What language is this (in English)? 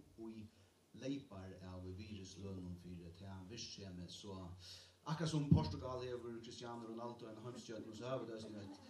Faroese